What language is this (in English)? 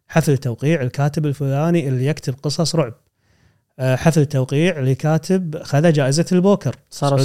Gulf Arabic